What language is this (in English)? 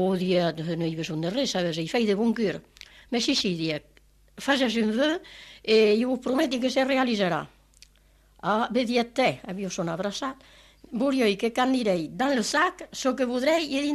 Italian